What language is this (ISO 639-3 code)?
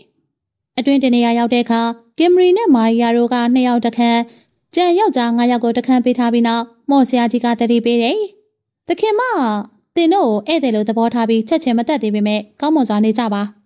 mya